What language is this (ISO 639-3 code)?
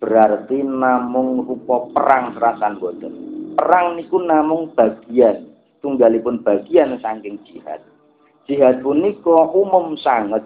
jav